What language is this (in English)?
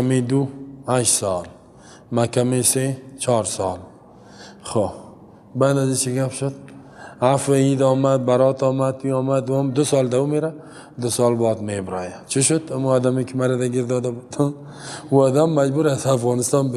Persian